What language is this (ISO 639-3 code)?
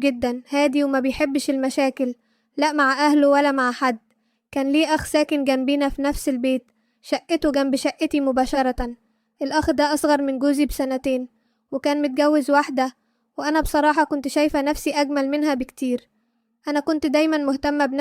arz